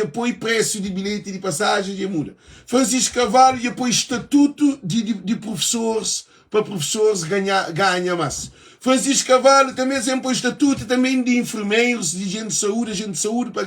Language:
Kabuverdianu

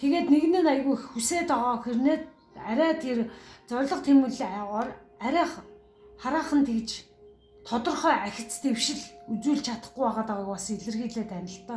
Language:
Mongolian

